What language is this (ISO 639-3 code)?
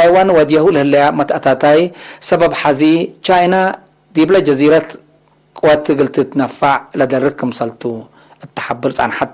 tig